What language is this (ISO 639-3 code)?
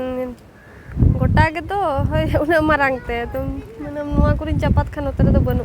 sat